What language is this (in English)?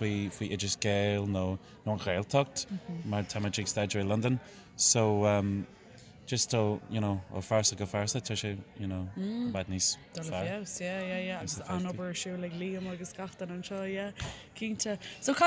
Irish